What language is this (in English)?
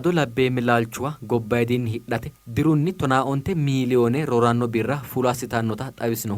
Sidamo